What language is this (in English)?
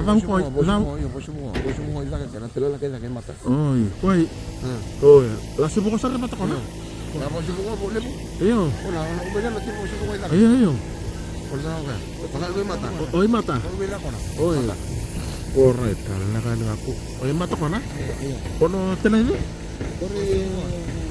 Fijian